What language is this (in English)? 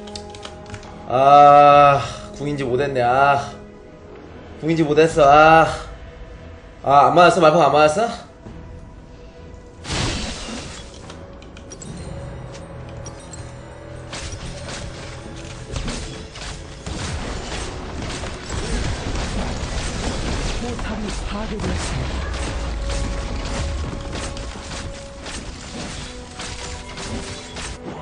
Korean